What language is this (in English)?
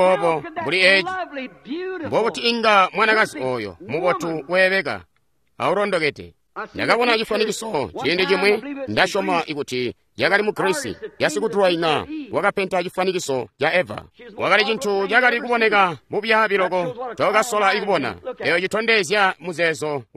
Tonga (Zambia)